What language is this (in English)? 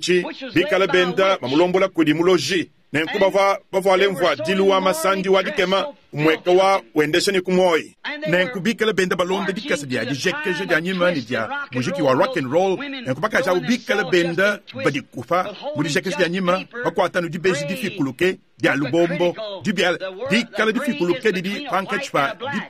Luba-Lulua